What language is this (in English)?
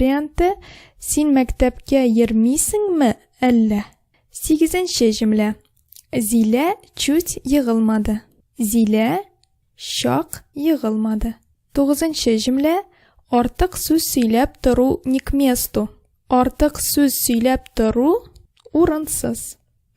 Tatar